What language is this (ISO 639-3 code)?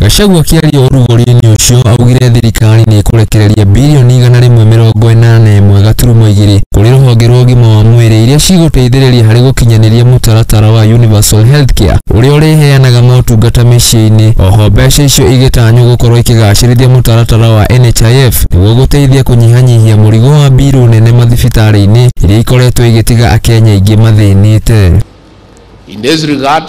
kik